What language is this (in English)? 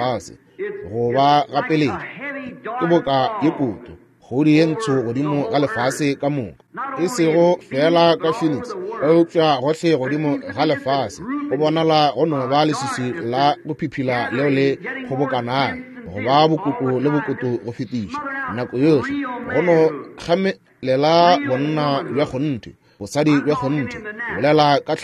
Northern Sotho